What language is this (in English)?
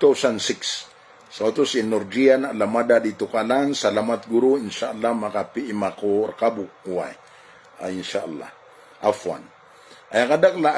Maranao